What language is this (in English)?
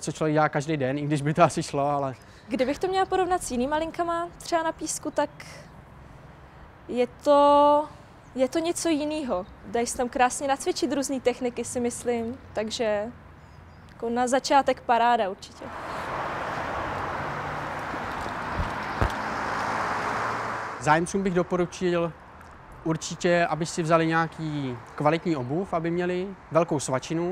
Czech